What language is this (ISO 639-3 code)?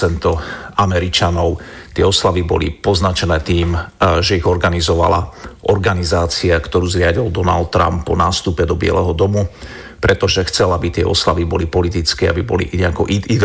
slk